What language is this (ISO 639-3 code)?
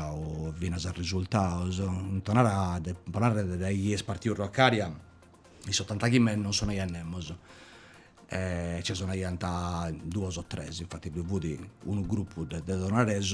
srd